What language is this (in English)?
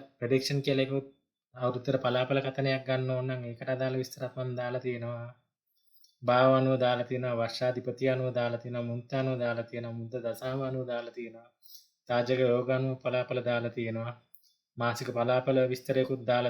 Sinhala